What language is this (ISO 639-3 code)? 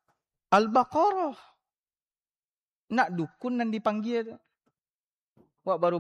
ind